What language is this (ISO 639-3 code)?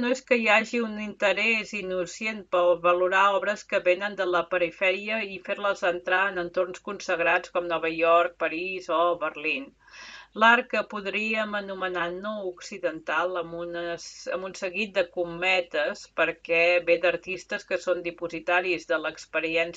cat